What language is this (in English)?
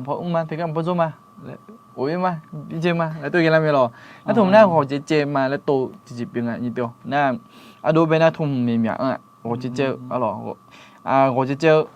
Akha